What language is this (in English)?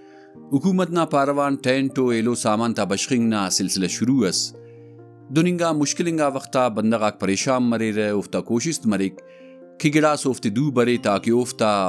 Brahui